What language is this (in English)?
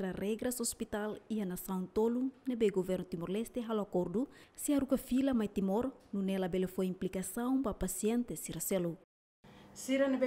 Tetum